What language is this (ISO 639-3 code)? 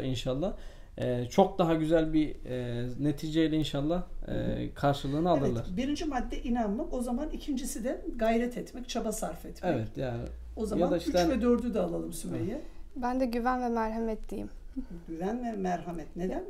tur